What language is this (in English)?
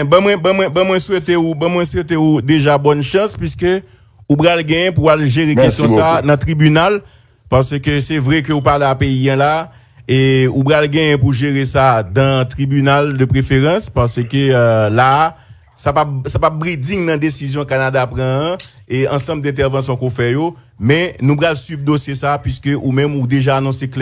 Haitian Creole